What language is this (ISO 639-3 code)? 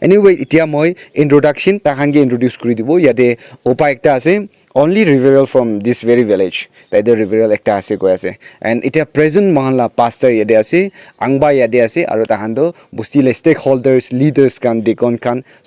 nag